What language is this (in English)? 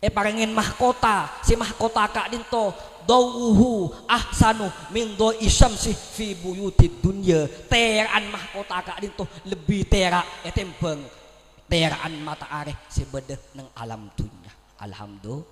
Madurese